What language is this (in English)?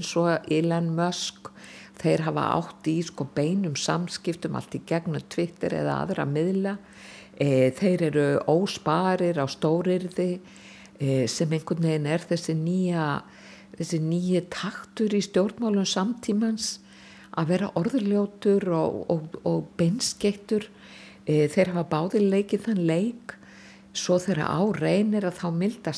Icelandic